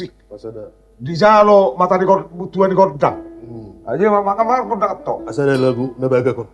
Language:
Batak Toba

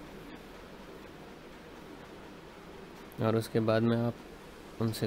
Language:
Hindi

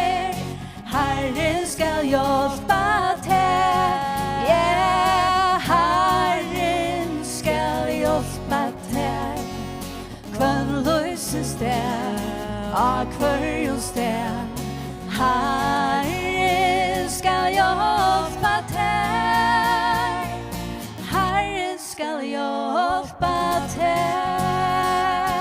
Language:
Faroese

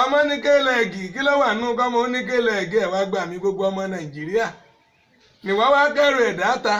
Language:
Yoruba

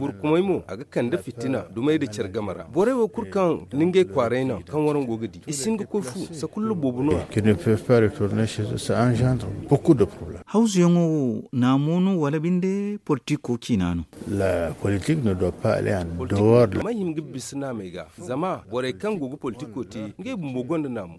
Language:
Zarma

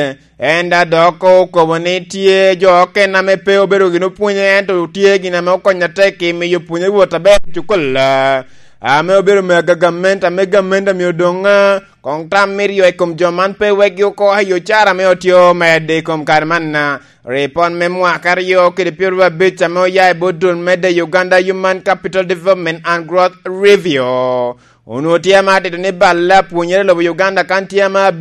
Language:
Lango (Uganda)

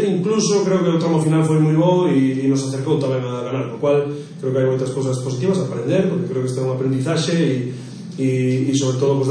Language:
Galician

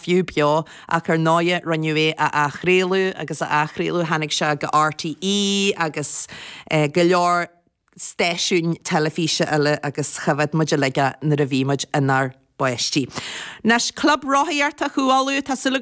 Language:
Irish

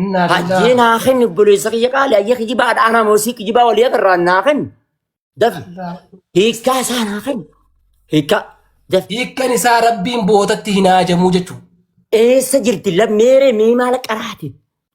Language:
Oromo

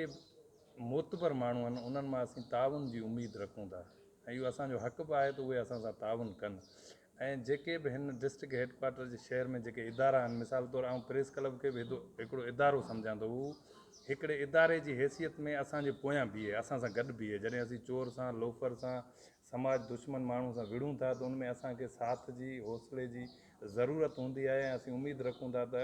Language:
Sindhi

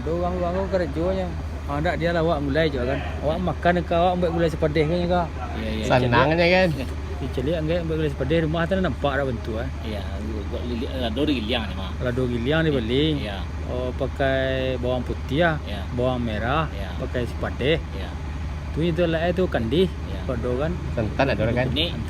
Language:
Minangkabau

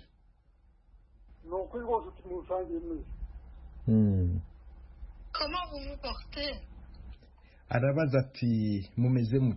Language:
Kinyarwanda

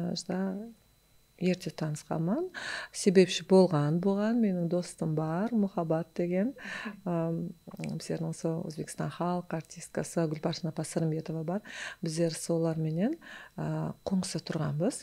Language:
Kara-Kalpak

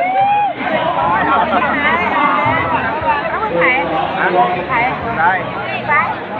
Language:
Lao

